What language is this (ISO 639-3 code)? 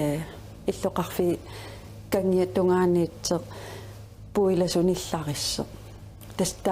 kal